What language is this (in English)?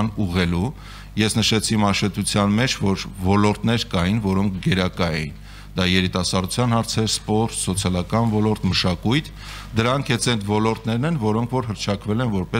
Armenian